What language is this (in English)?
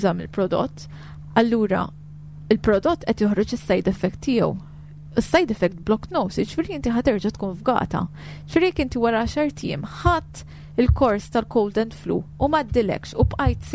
Maltese